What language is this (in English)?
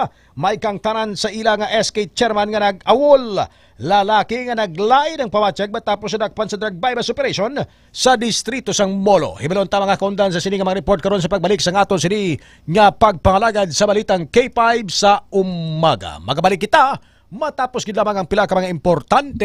Hiligaynon